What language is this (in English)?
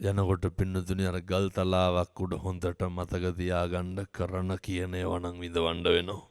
Sinhala